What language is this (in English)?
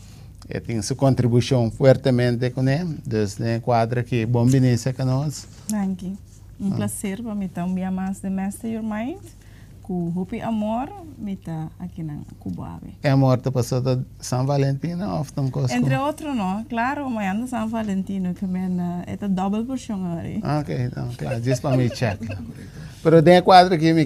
Papiamento